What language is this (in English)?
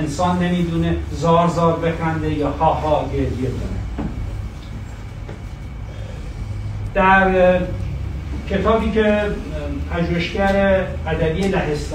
Persian